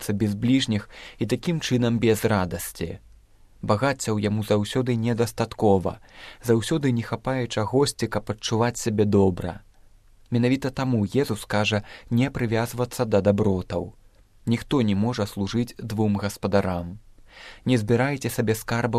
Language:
Belarusian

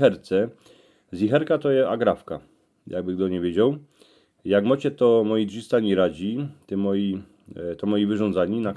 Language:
Silesian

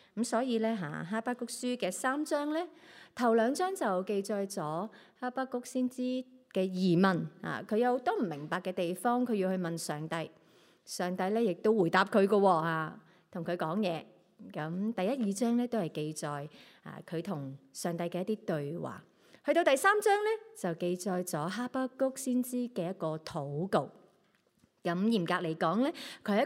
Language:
Cantonese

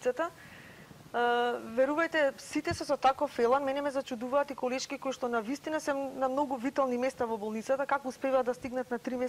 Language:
Macedonian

